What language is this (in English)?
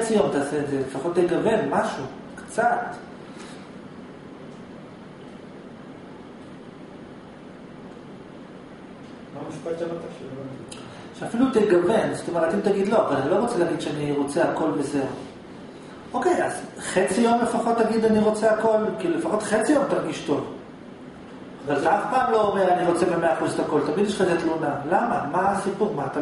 Hebrew